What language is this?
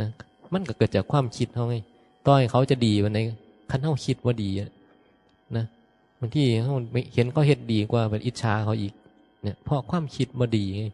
Northeastern Thai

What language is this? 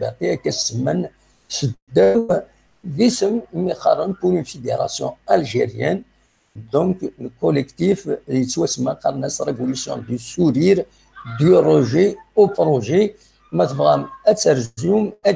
Kabyle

